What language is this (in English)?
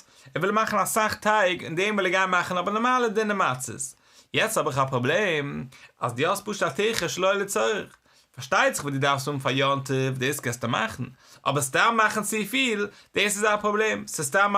Yiddish